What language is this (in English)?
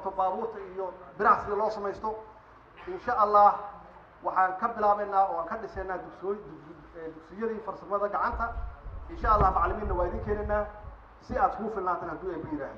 Somali